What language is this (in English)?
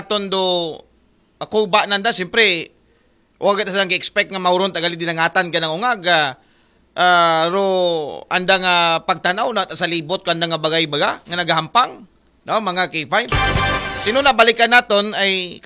Aklanon